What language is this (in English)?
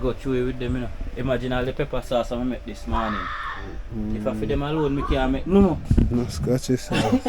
Jamaican Creole English